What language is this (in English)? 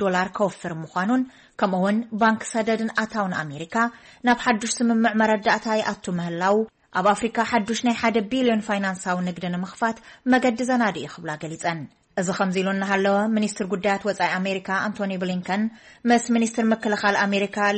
Tigrinya